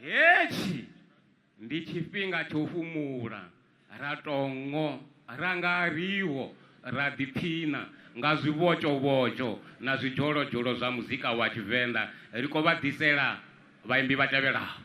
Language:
Venda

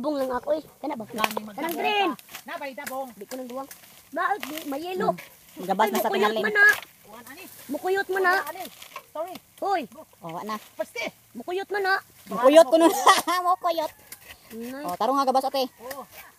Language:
Cebuano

